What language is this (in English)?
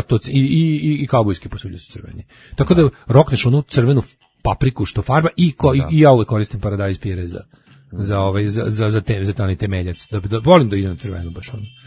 Serbian